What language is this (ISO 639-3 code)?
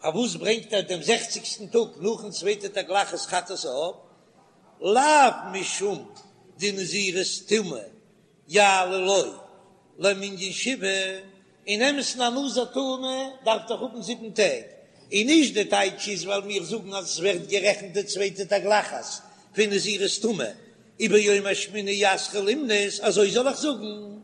yid